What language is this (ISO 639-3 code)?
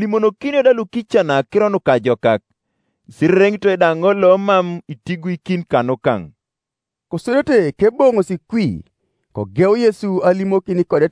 teo